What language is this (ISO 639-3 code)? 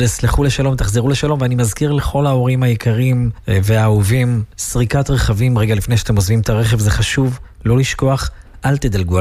heb